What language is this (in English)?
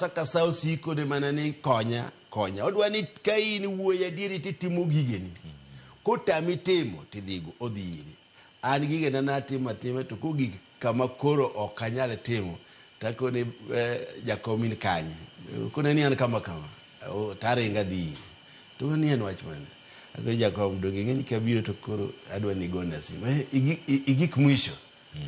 Luo (Kenya and Tanzania)